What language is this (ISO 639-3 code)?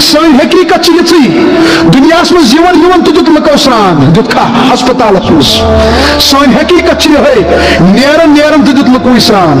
kas